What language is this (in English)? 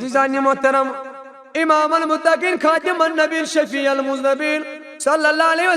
Kashmiri